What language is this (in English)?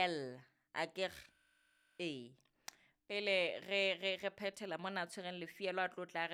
Southern Sotho